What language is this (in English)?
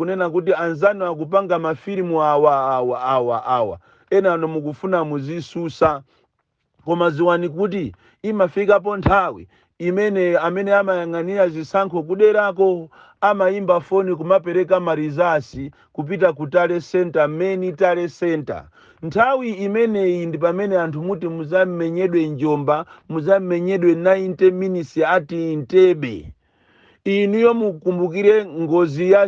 Nyanja